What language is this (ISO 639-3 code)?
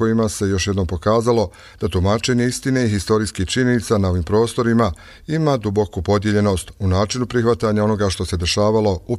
bos